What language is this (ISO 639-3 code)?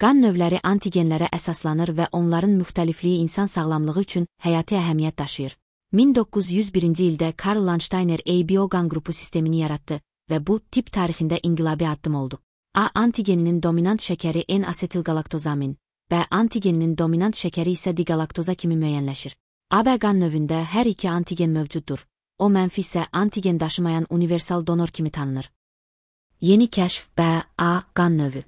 aze